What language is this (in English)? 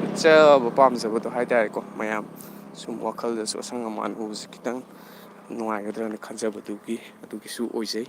Manipuri